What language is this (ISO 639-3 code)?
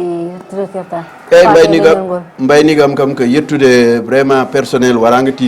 ful